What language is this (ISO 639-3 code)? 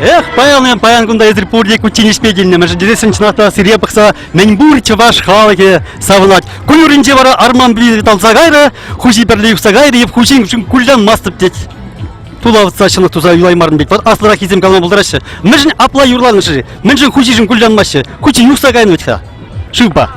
chv